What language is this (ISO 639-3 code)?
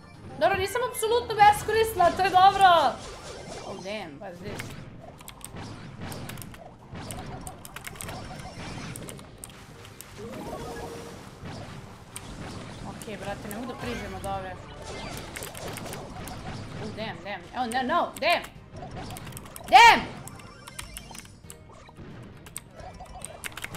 srp